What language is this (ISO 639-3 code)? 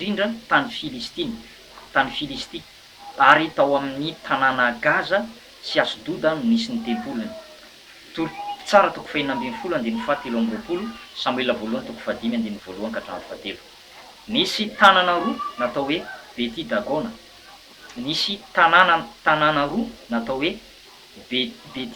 mlg